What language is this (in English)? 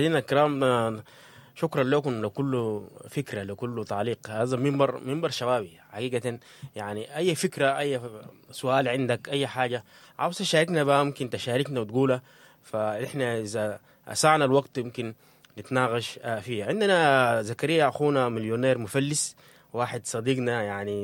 Sudanese Arabic